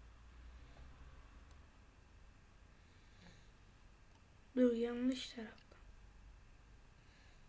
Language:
Turkish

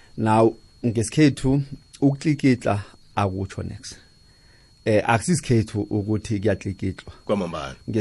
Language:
South Ndebele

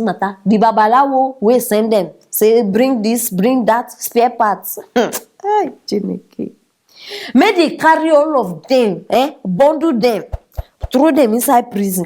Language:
Nigerian Pidgin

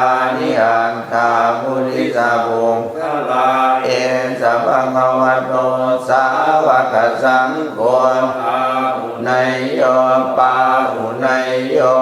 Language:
Pali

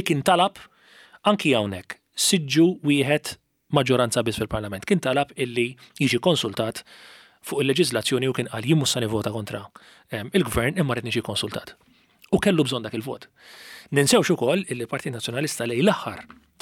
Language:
Maltese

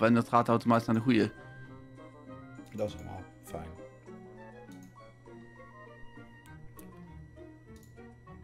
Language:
Dutch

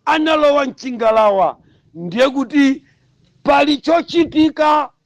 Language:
Nyanja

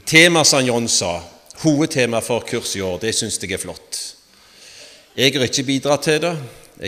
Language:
Norwegian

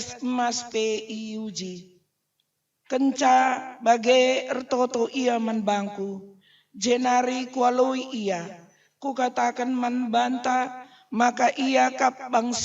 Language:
Batak Karo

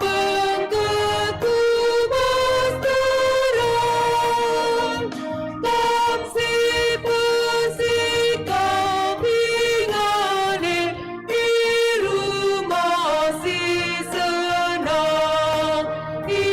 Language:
Batak Karo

